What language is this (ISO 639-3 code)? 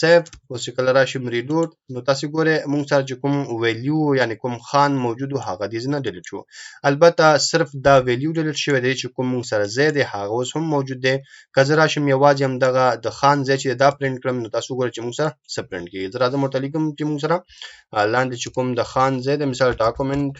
pus